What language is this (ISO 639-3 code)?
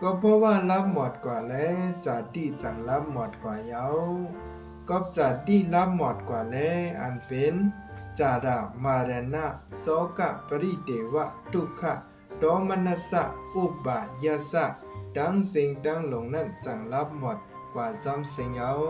shn